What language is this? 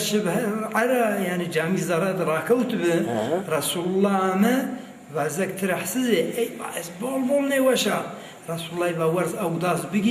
Zaza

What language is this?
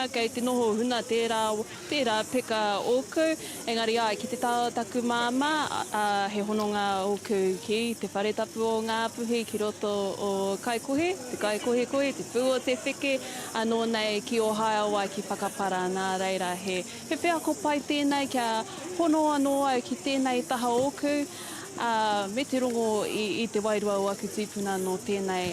Māori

